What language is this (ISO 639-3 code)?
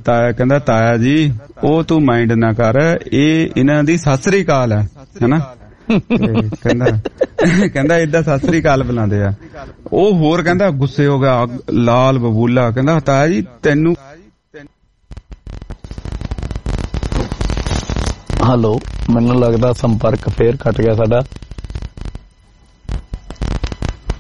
pan